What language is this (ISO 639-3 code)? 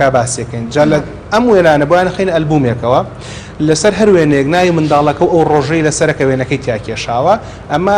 ckb